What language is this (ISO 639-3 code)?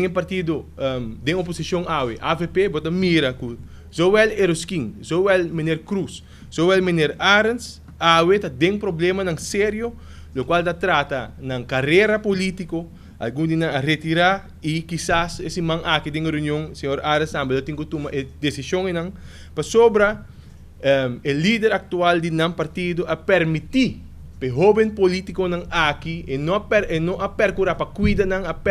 pap